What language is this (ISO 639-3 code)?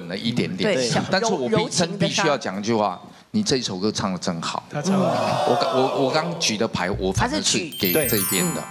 zho